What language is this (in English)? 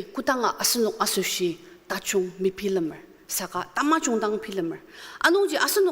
Ao Naga